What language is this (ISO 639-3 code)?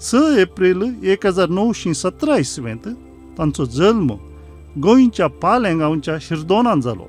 kok